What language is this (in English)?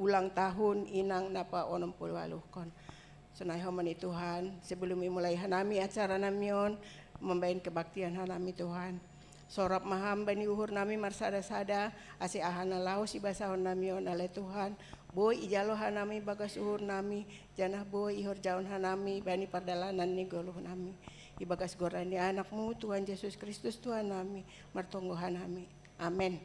Batak Simalungun